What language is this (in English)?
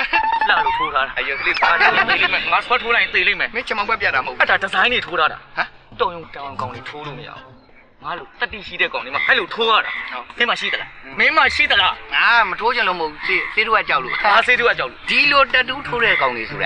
Burmese